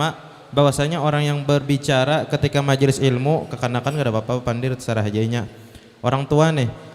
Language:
Banjar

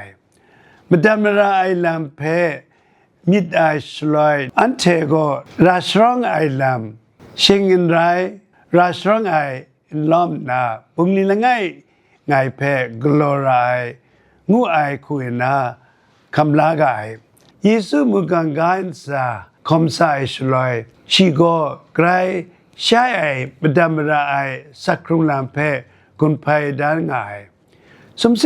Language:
Kachin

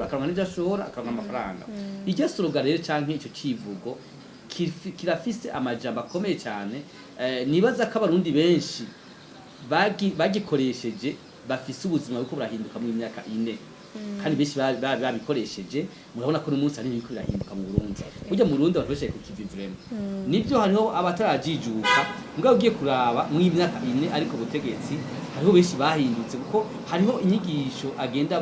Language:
Rundi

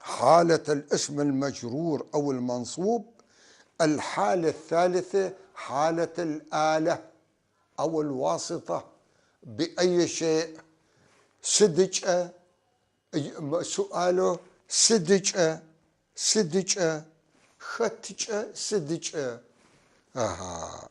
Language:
North Levantine Arabic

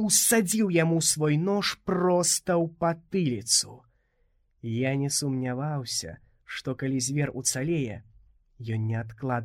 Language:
Belarusian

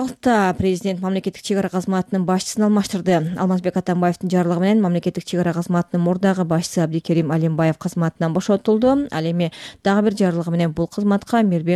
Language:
Kyrgyz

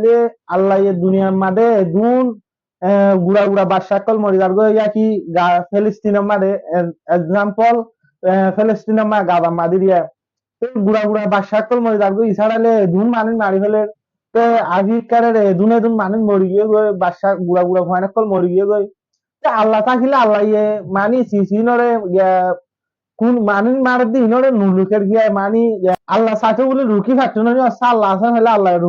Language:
Rohingya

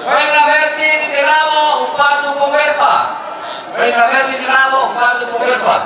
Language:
Toraja-Sa'dan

